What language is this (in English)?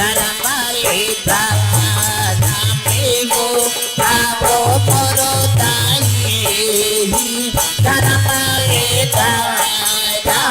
Chhattisgarhi